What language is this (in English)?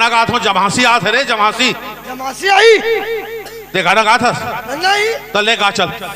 Chhattisgarhi